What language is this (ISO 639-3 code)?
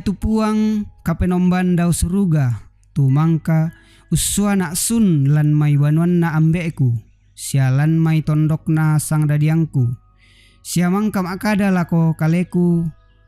sda